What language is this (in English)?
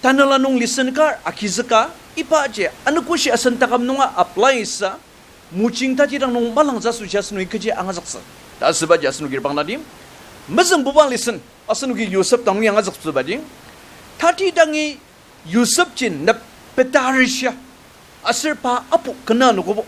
Ao Naga